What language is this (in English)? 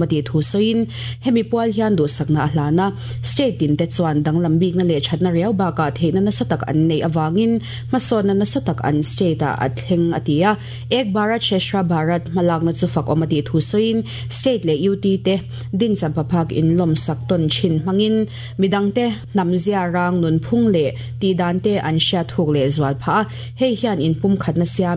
Mizo